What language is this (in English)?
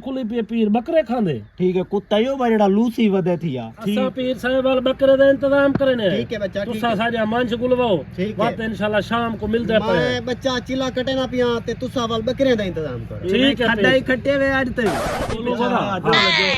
Saraiki